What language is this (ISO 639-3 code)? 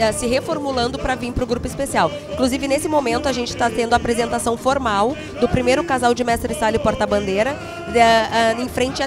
por